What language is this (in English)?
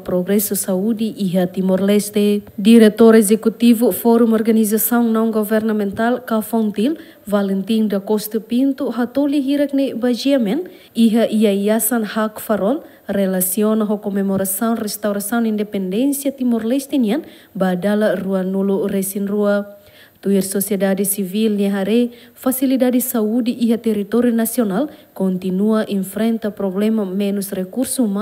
Tetum